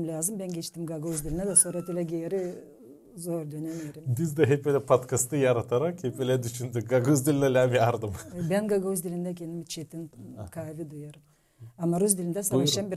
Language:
Gagauz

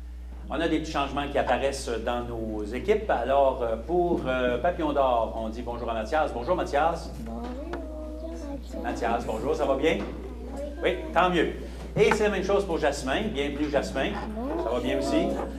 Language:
French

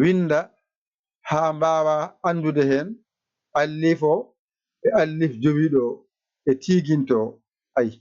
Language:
Fula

